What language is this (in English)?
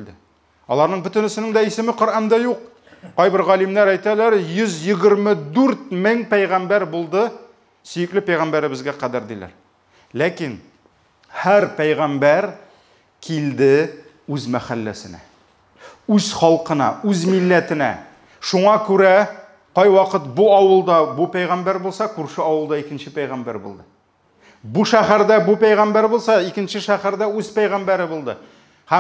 Tatar